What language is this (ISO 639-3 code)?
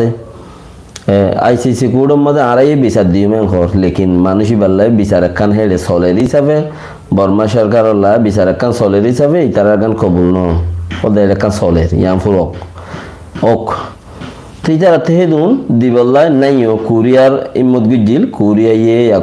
rhg